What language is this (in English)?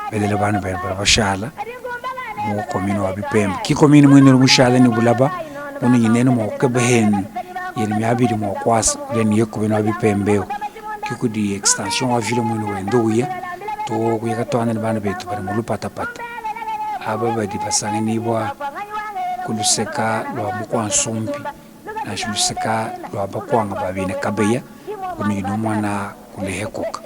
Luba-Lulua